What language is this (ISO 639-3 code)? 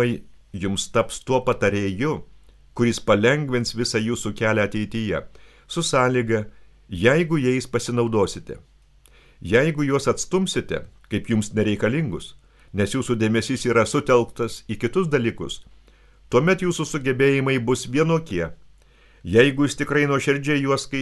lit